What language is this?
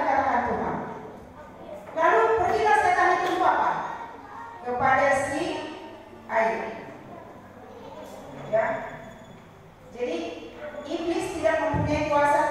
Indonesian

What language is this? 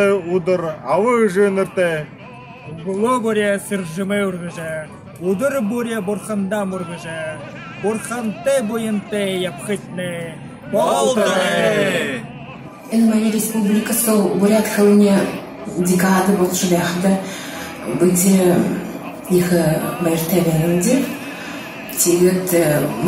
Buriat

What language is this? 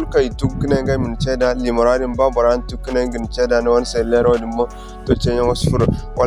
Zarma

